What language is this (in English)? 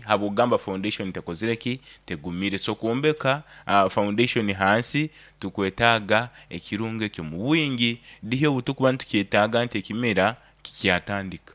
Nyankole